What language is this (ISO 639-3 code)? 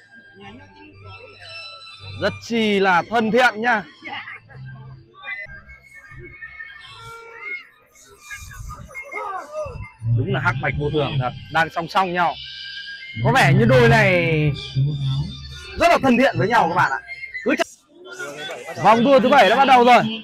vie